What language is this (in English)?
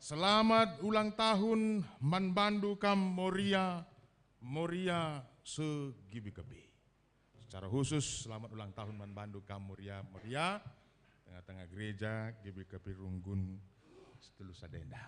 Batak Karo